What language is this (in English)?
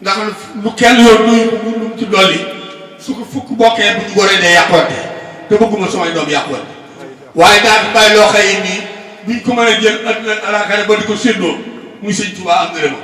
Wolof